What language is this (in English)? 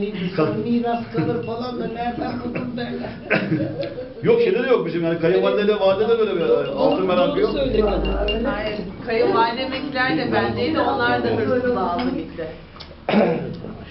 Turkish